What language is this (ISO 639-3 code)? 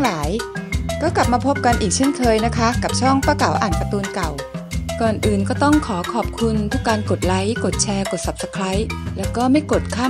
tha